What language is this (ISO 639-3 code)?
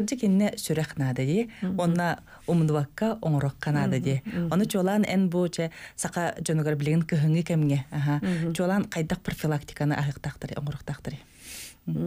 sah